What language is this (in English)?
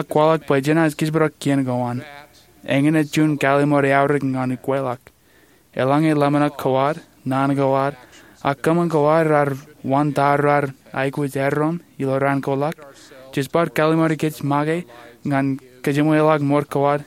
Marshallese